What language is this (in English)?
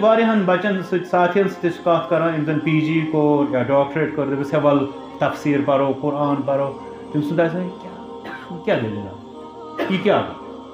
Kashmiri